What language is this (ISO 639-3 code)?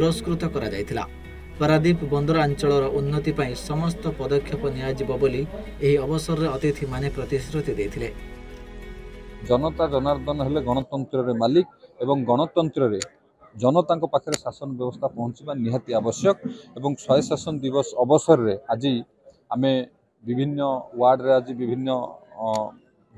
ori